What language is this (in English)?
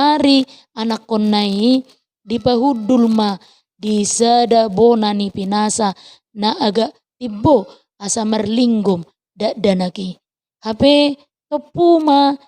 Batak Toba